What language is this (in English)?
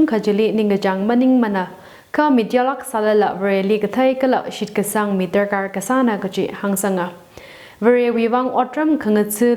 Tangkhul Naga (India)